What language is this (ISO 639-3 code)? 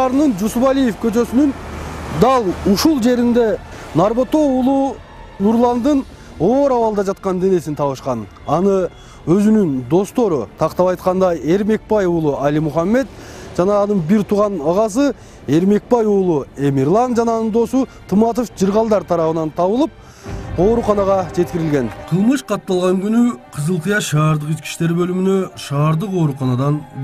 kir